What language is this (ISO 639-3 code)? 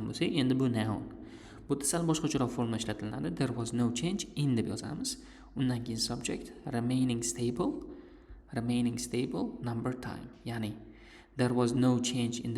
uzb